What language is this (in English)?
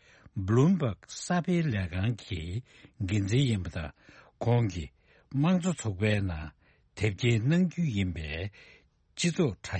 Tibetan